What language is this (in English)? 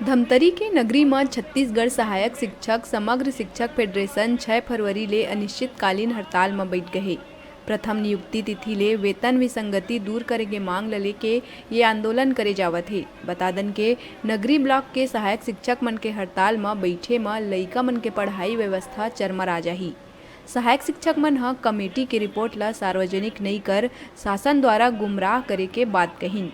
Chhattisgarhi